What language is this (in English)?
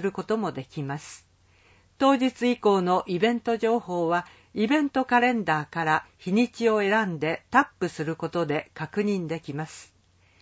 Japanese